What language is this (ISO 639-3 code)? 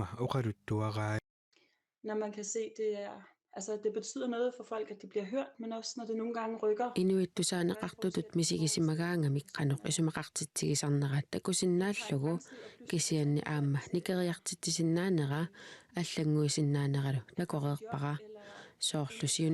kal